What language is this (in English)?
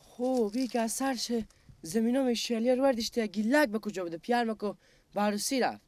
Persian